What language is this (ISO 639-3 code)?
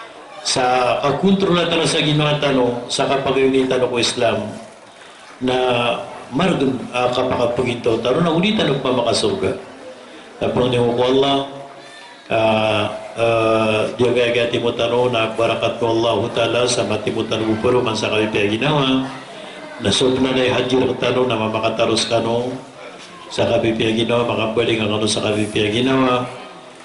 mrw